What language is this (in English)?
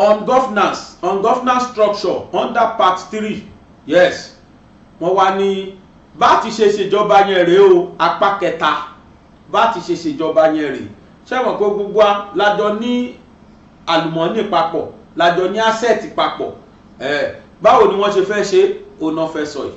Yoruba